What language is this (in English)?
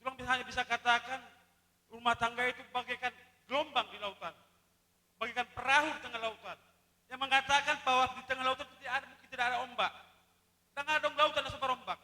Batak Toba